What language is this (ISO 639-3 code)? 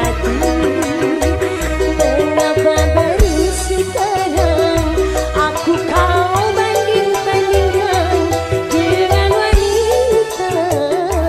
ind